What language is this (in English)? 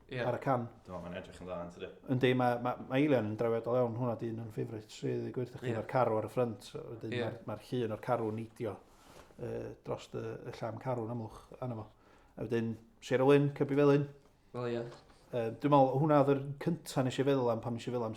Welsh